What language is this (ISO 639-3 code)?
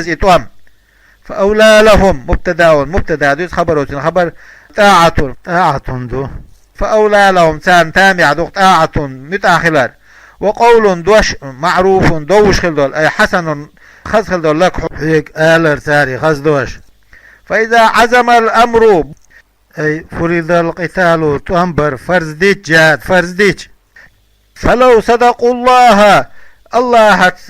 che